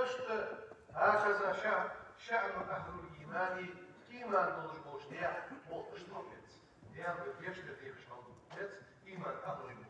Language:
Ingush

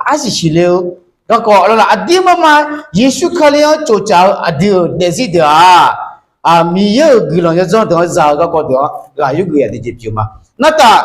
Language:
Akha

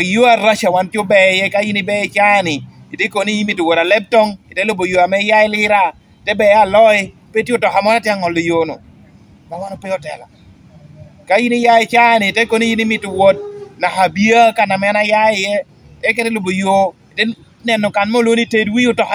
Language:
Lango (Uganda)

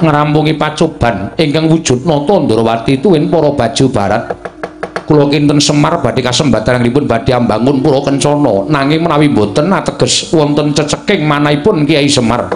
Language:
Javanese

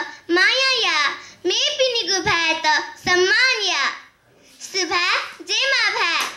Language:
Newari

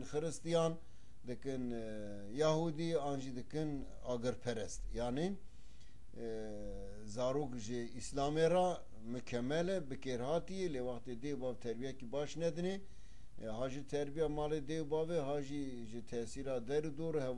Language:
Kurdish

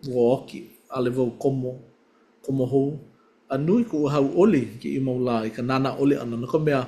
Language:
Hawaiian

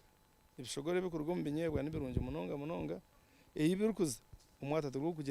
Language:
Nyankole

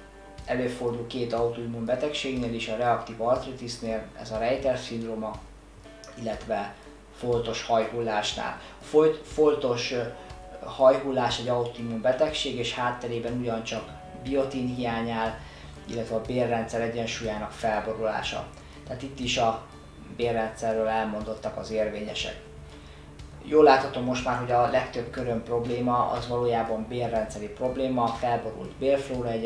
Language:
Hungarian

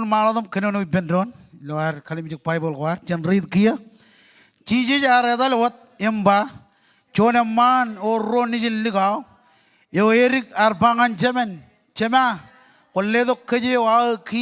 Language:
Marshallese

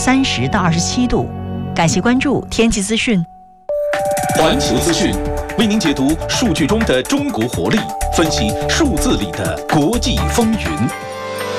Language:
Chinese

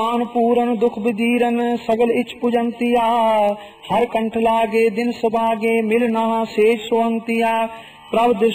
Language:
Punjabi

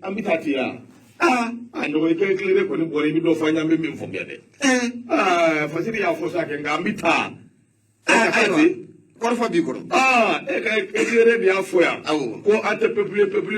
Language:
Bambara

